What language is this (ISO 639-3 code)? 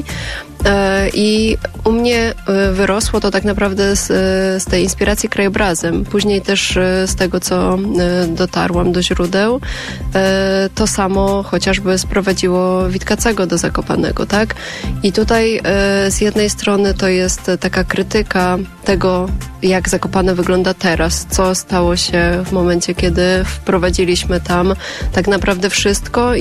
pol